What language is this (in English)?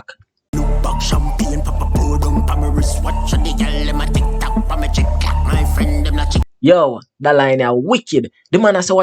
Jamaican Creole English